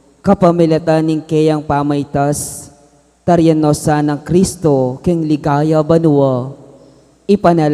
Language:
Pampanga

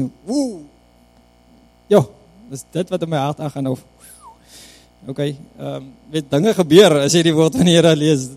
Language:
Afrikaans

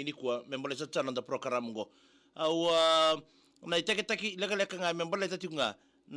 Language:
Fijian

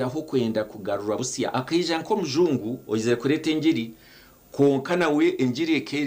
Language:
Nyankole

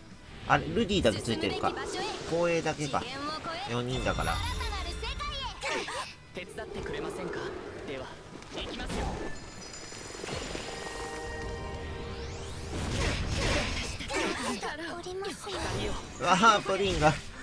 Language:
Japanese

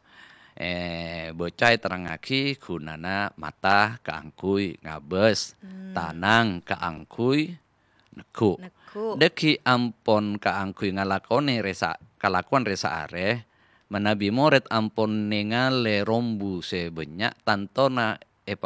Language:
Madurese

